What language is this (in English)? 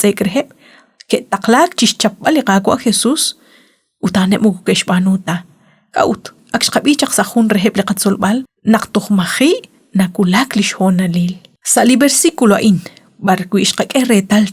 Kekchí